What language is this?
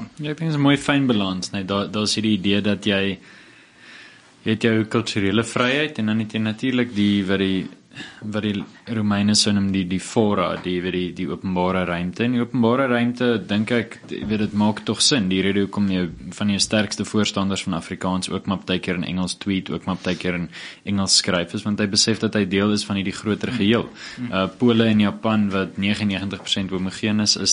Afrikaans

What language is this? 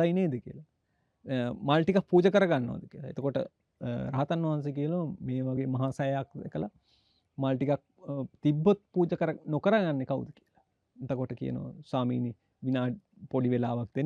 Sinhala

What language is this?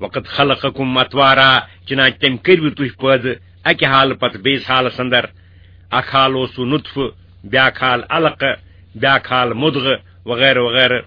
Kashmiri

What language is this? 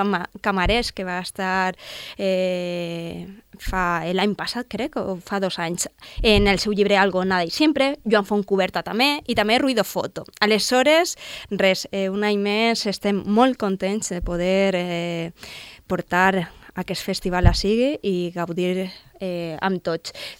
Catalan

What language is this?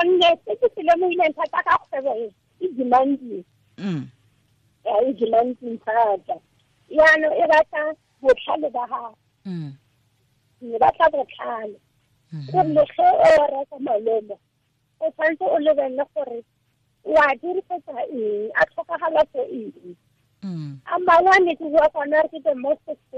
Tswana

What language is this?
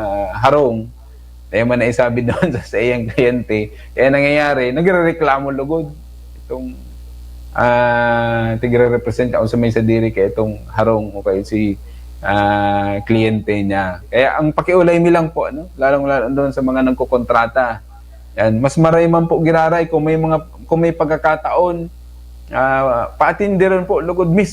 Bikol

